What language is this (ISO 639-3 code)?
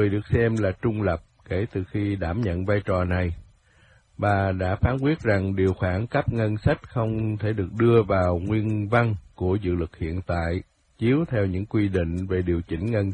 vie